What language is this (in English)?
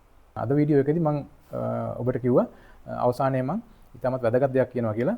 Sinhala